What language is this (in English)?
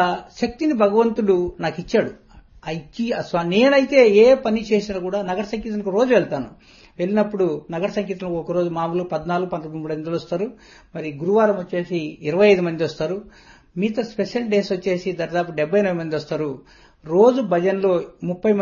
Telugu